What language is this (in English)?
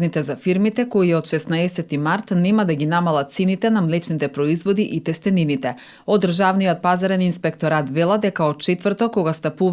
Macedonian